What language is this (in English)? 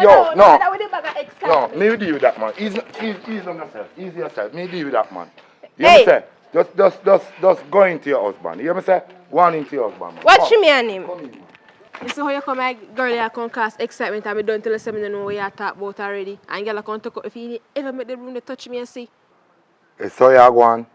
Jamaican Creole English